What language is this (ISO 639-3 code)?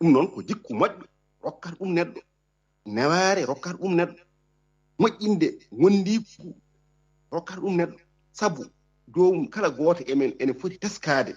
ful